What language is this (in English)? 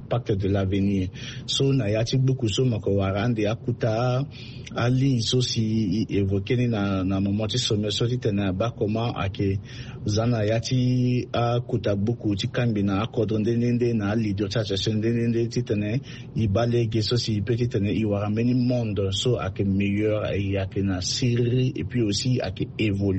Sango